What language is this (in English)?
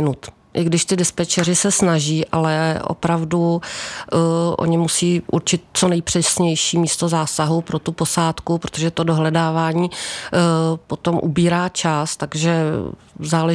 Czech